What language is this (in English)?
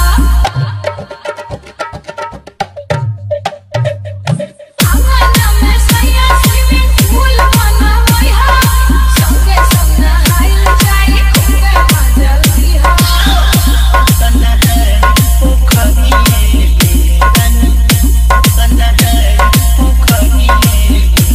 Bhojpuri